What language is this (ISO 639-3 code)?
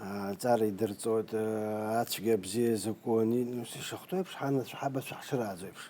abk